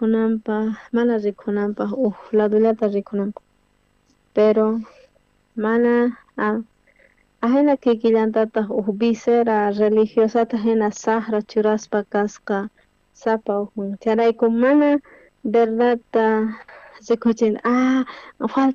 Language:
South Bolivian Quechua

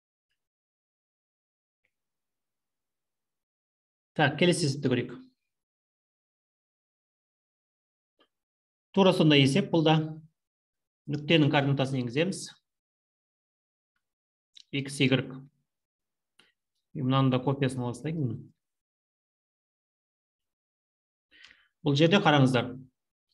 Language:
Kazakh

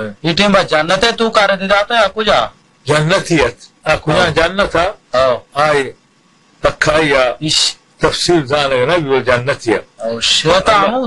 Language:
Baluchi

